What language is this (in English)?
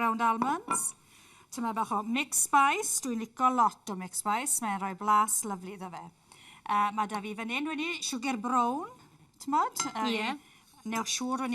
Welsh